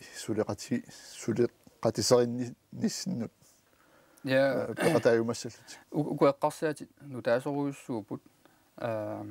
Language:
Kalaallisut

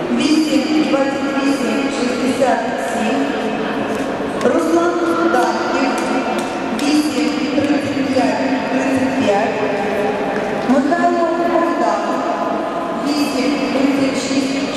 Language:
Ukrainian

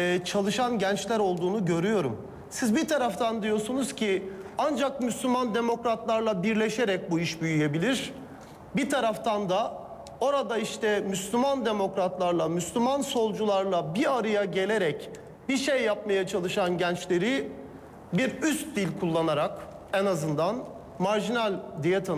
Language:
Turkish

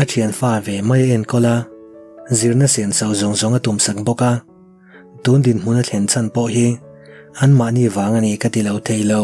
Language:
Mizo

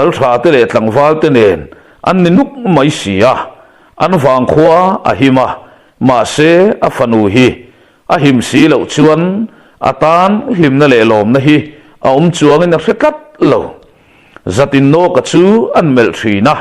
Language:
Mizo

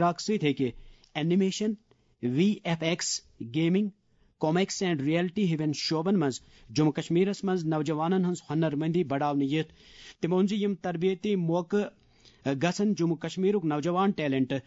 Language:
Kashmiri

